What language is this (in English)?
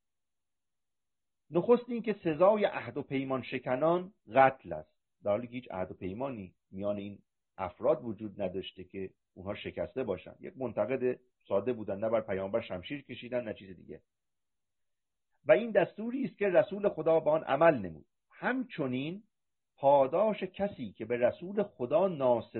Persian